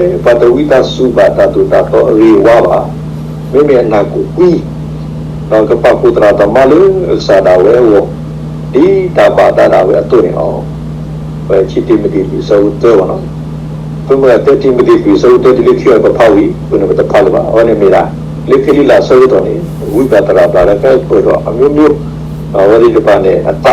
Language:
S'gaw Karen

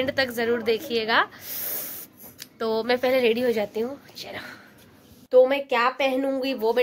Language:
Hindi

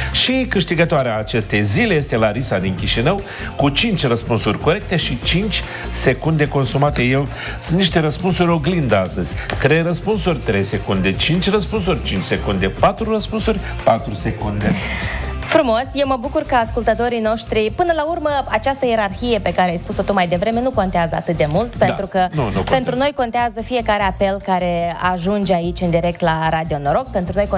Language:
Romanian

